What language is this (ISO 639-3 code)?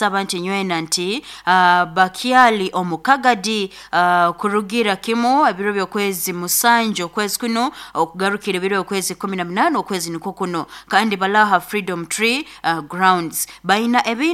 nyo